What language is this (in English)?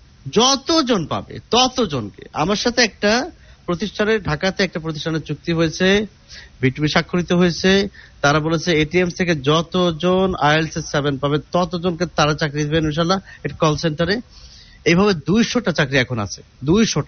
Bangla